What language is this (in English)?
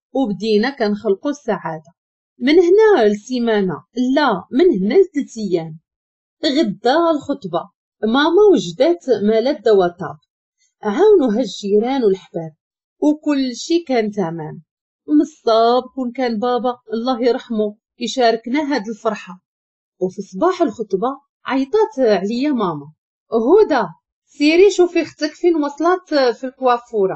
Moroccan Arabic